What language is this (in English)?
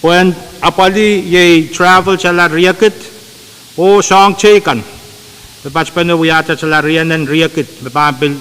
Pohnpeian